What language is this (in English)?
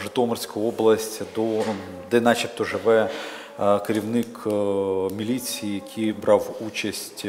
Ukrainian